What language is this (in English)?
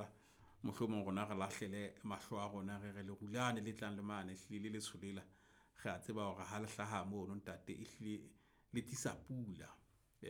Southern Sotho